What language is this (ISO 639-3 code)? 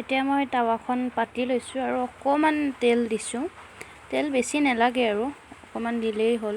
asm